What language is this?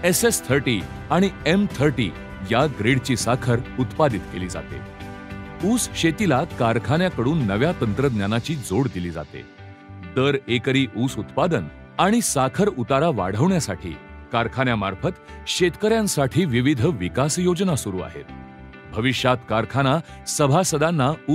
Marathi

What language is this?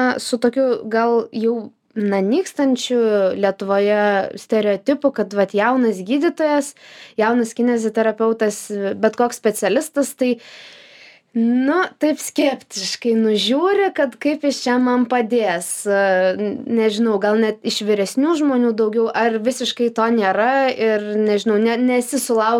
Lithuanian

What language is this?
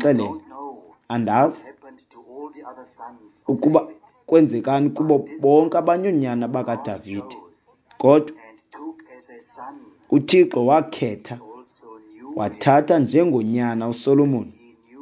Xhosa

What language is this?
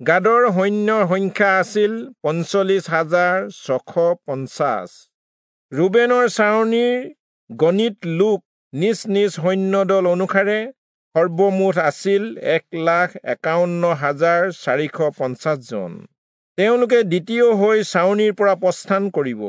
Assamese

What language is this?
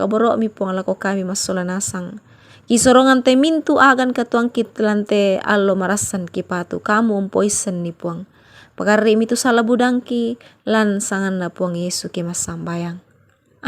Toraja-Sa'dan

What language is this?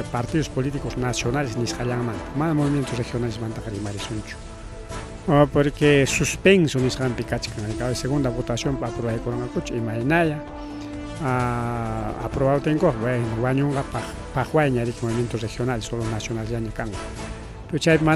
Ayacucho Quechua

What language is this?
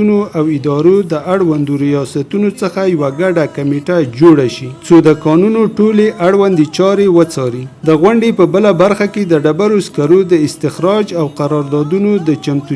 Pashto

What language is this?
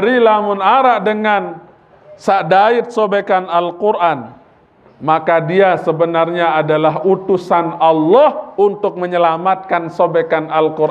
Sasak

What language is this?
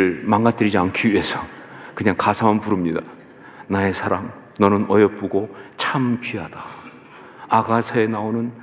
Korean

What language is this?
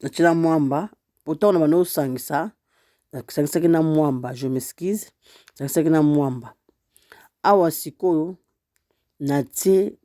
Lingala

